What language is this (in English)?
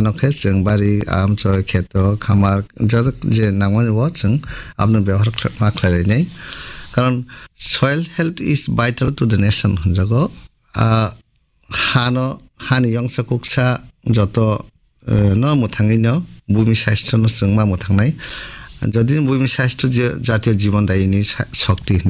Kok Borok